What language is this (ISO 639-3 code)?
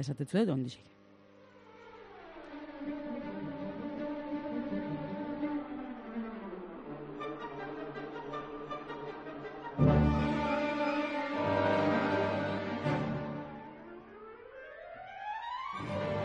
eus